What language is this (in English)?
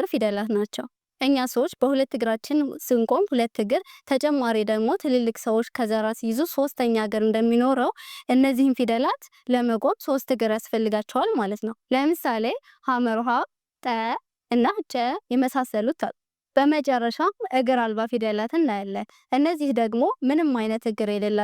Amharic